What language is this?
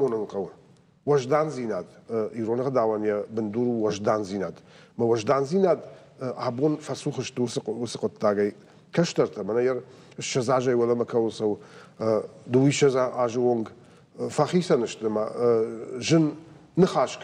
Ossetic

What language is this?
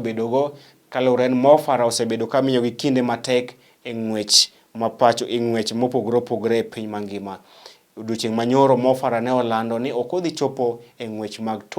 Luo (Kenya and Tanzania)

